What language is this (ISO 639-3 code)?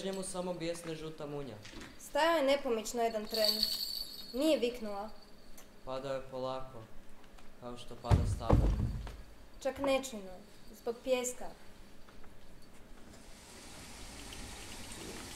hrv